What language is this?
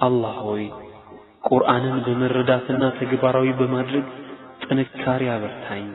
Amharic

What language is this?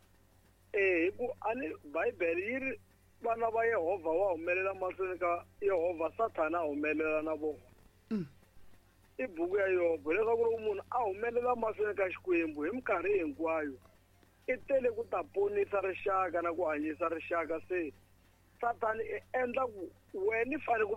Tsonga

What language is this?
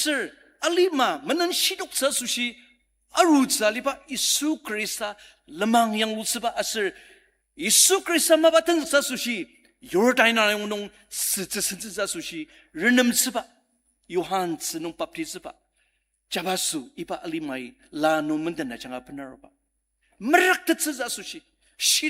Ao Naga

